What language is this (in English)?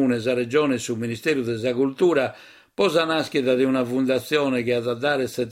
Sardinian